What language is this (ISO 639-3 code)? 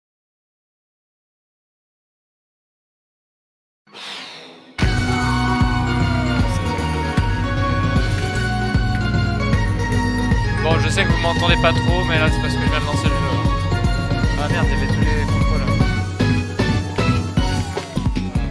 fra